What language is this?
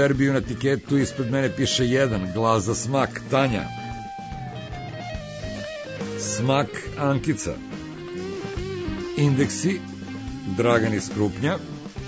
Serbian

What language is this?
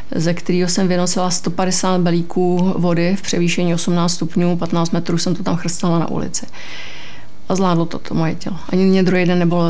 Czech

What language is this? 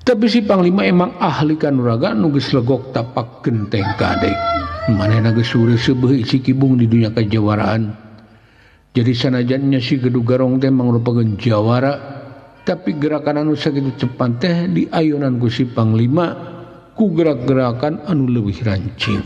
Sundanese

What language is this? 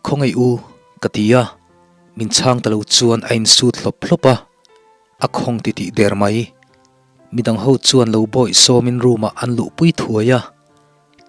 Mizo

